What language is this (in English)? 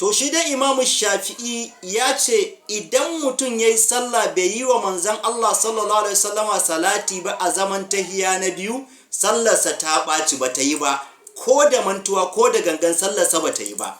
Hausa